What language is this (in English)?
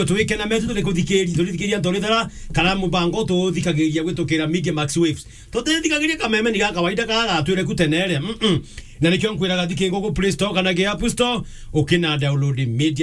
Meru